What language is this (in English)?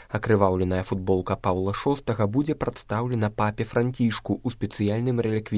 Belarusian